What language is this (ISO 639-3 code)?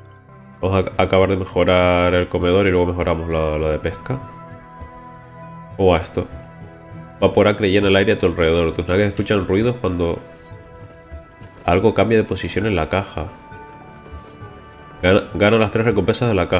spa